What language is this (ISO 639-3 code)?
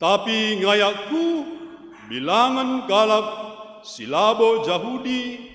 btx